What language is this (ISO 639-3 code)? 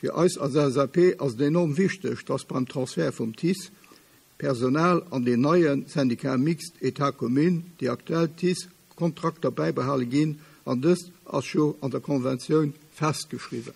ltz